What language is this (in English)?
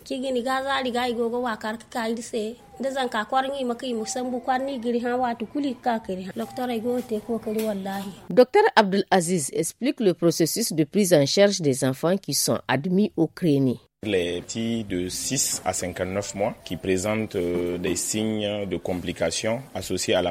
Hausa